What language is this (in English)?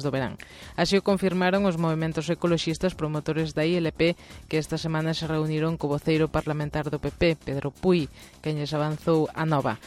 Galician